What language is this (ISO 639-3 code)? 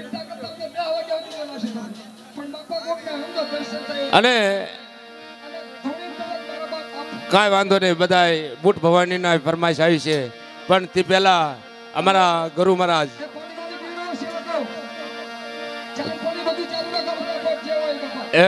guj